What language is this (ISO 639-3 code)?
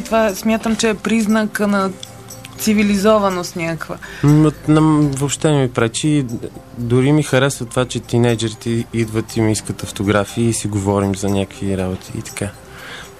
bul